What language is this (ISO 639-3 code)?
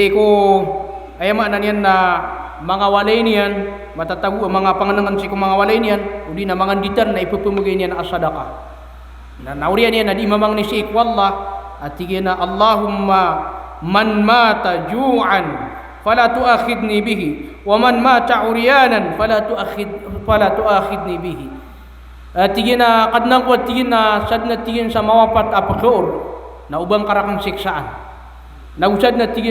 mrw